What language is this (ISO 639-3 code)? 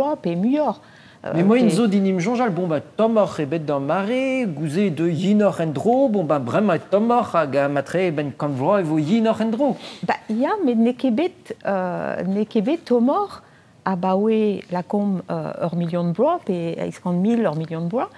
bre